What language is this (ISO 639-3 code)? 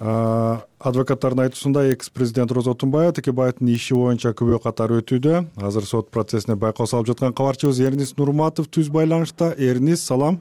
kir